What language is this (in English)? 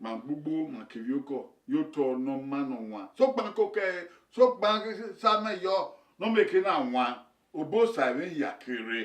Bini